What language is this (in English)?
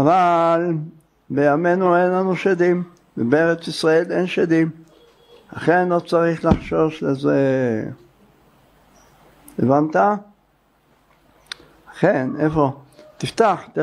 Hebrew